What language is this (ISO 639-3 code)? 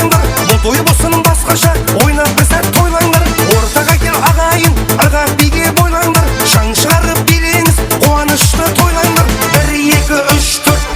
kaa